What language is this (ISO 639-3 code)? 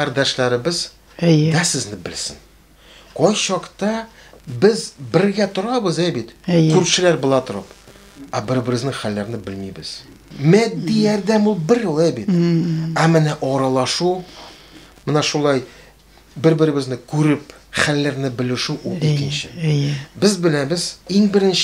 tat